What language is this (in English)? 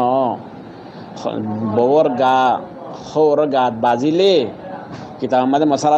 Rohingya